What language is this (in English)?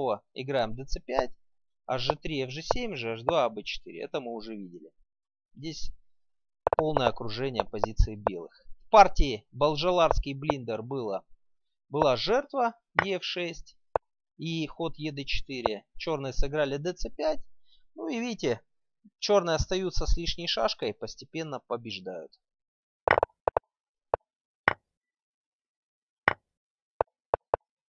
Russian